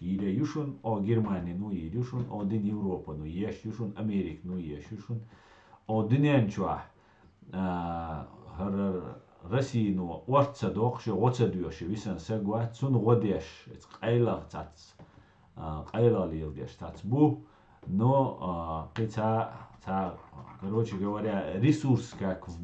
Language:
Chechen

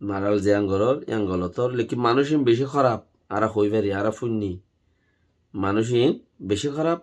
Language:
Rohingya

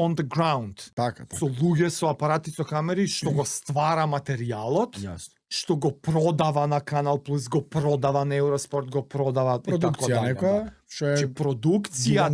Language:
Macedonian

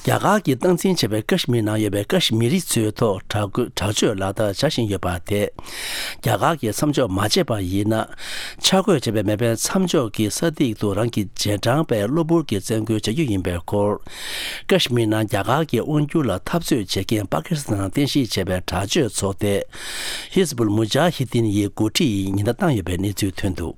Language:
Tibetan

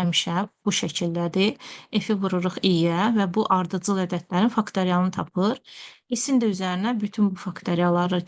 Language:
Azerbaijani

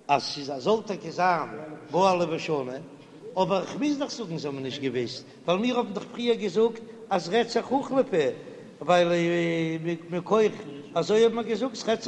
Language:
Yiddish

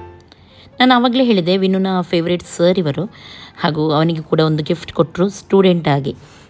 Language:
Kannada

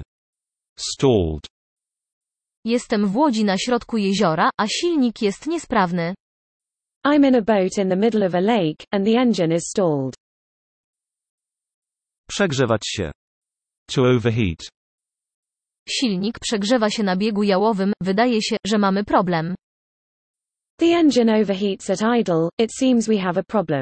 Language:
Polish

